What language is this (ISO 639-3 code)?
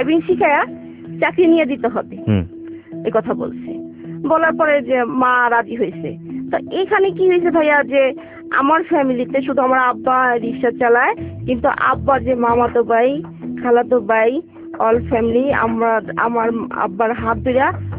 ben